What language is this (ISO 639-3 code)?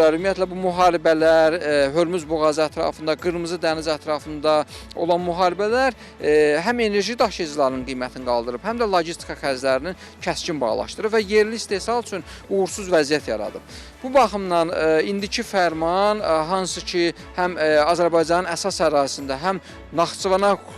aze